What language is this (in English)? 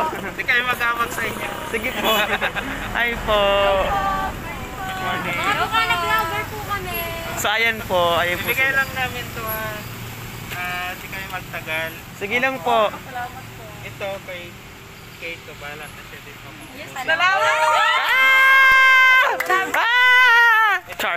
Filipino